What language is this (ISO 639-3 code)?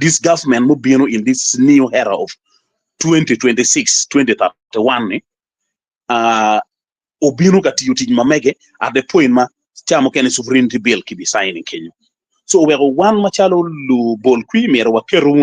ach